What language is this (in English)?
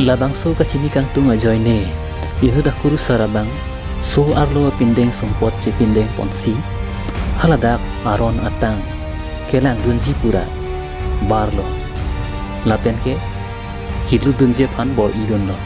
Karbi